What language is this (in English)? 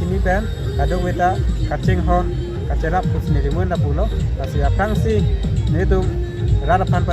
Karbi